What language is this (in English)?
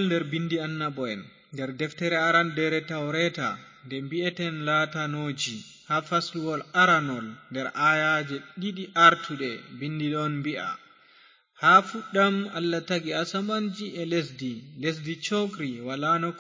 Fula